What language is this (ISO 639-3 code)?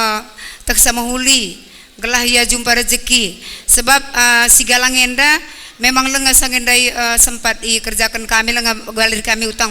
btx